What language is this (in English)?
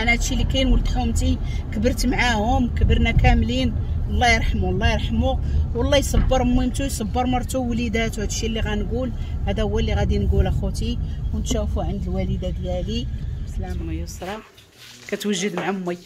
Moroccan Arabic